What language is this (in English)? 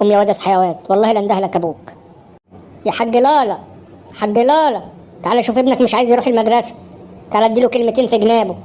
Egyptian Arabic